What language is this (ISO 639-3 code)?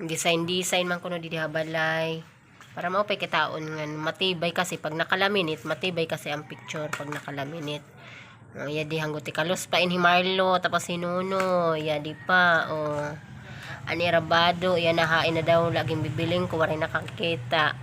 war